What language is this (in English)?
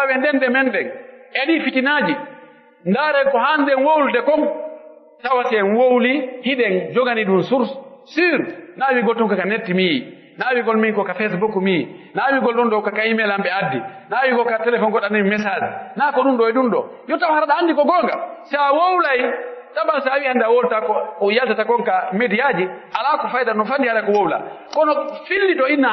Pular